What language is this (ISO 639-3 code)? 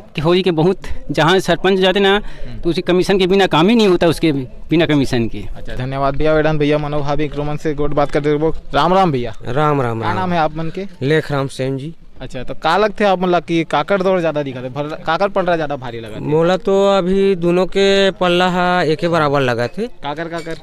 hne